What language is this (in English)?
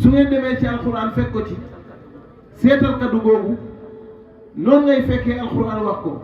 Wolof